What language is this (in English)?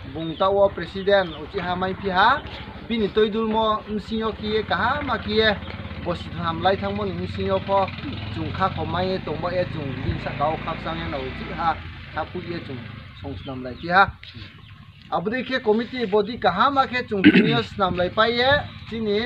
Riang (India)